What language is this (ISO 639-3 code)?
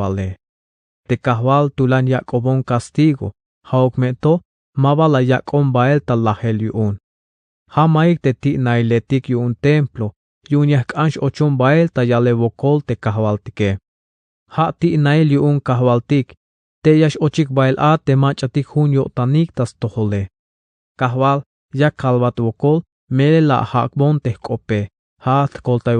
tzh